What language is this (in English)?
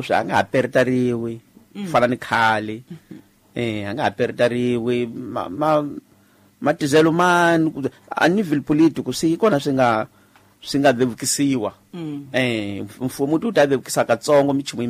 Tsonga